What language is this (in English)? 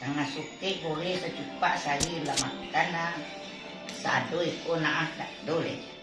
Minangkabau